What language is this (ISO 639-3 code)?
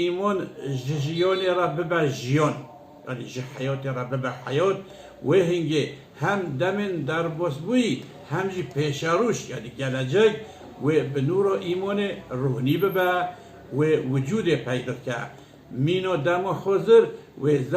kur